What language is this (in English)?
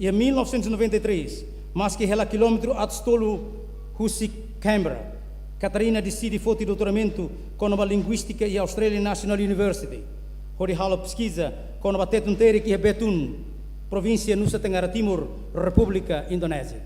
Tetum